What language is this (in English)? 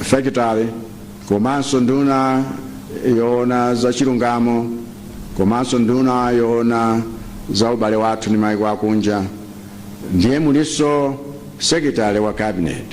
Nyanja